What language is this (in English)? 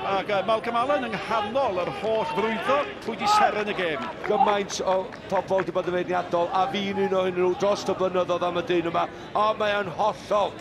Welsh